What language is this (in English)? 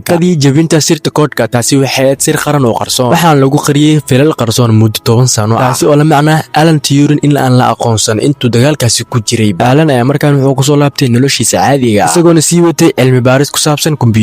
Somali